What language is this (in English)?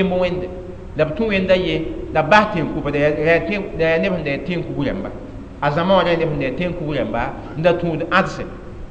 Mossi